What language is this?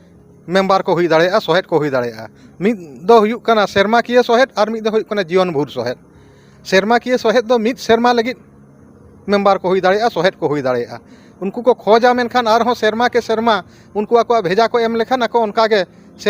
Santali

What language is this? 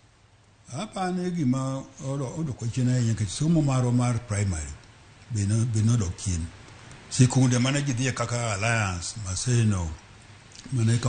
Luo (Kenya and Tanzania)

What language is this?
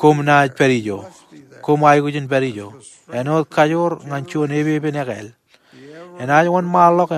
Marshallese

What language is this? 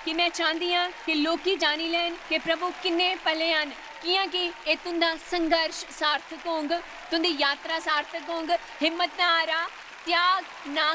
Dogri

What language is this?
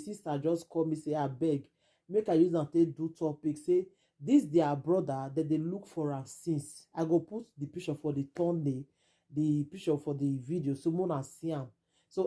Nigerian Pidgin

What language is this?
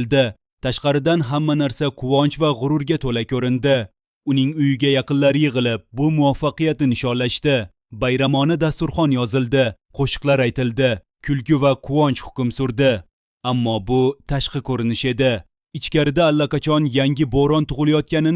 Uzbek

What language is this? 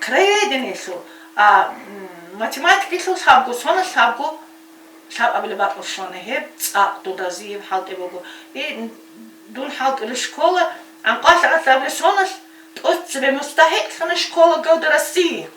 Avaric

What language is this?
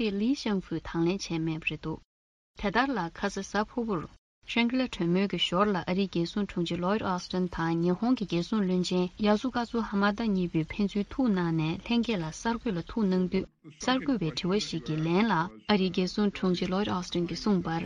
Tibetan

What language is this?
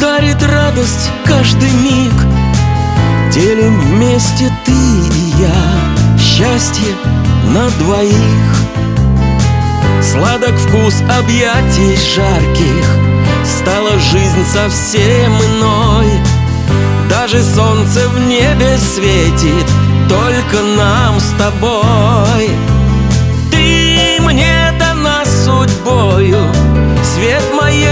Russian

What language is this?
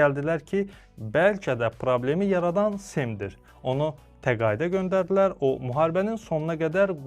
Azerbaijani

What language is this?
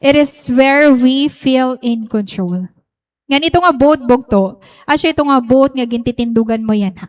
Waray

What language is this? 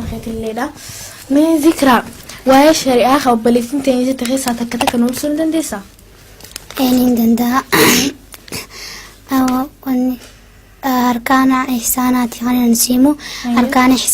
Oromo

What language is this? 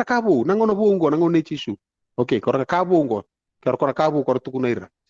Fijian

